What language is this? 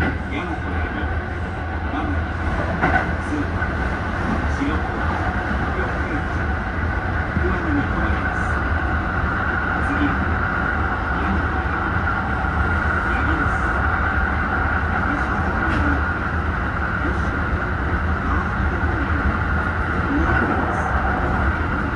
Japanese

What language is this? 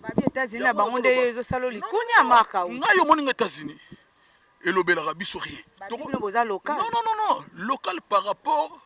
Lingala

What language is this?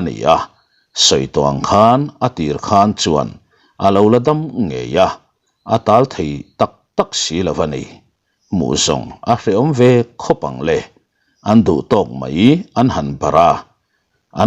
Mizo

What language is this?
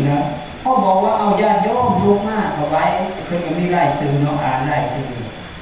Northeastern Thai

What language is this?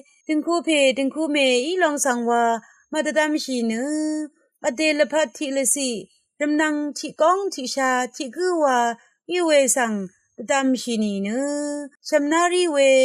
Rawang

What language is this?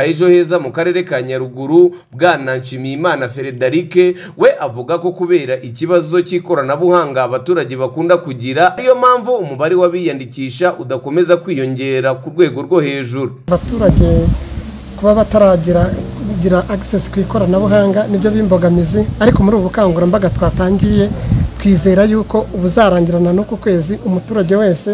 Kinyarwanda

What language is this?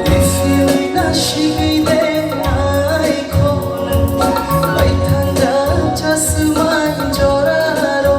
Kok Borok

